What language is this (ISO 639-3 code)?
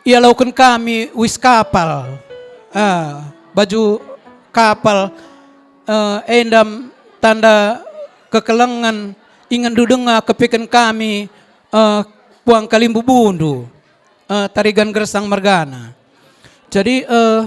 btx